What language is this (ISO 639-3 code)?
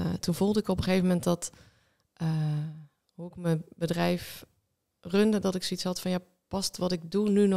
nld